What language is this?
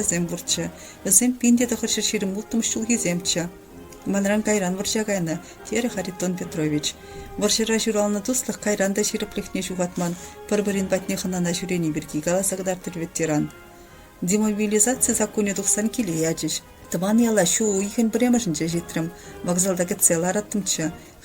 Chuvash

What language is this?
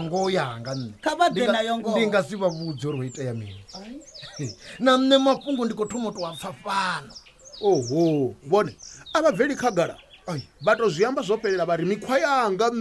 Venda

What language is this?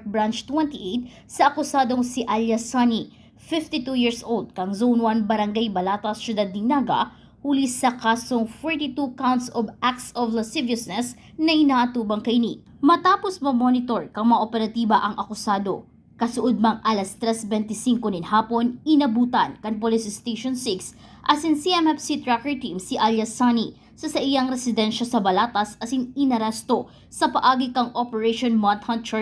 Bikol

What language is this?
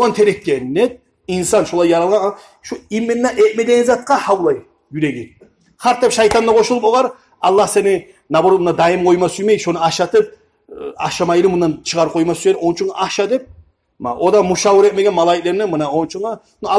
Kumyk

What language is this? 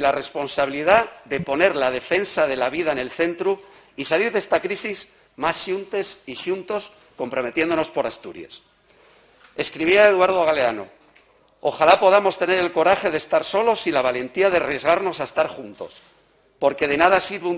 Asturian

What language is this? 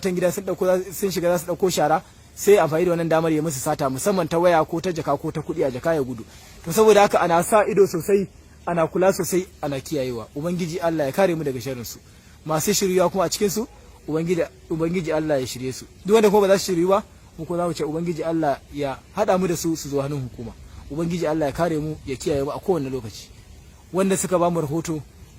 Hausa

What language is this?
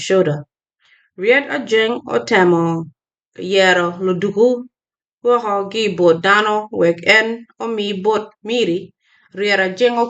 Acoli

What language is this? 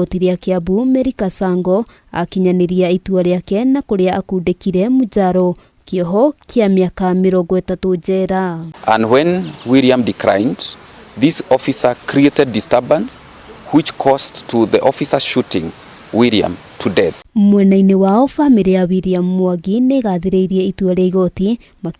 Kikuyu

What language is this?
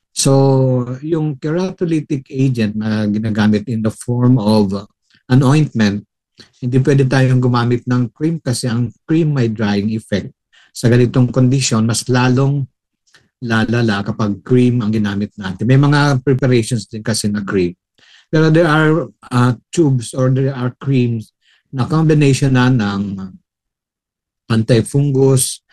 Filipino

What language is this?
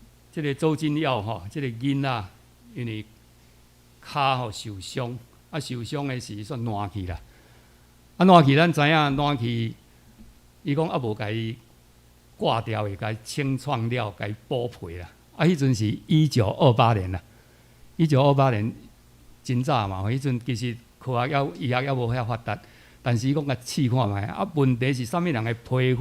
Min Nan Chinese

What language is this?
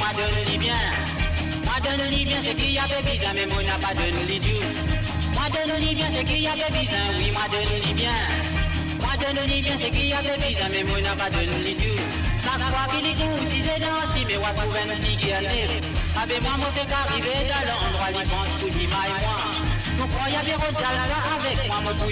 Morisyen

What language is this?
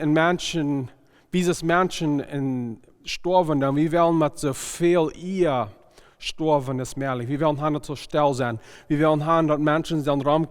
Plautdietsch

